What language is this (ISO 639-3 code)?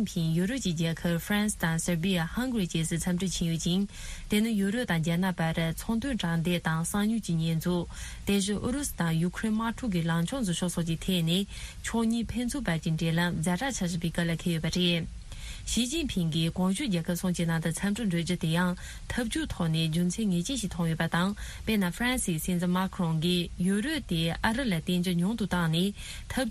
bod